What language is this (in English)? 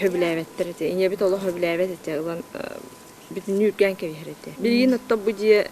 Yakut